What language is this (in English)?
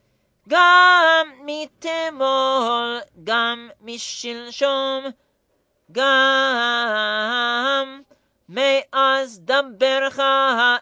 Hebrew